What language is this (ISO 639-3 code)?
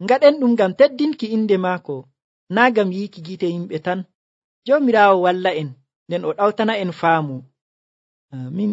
fuv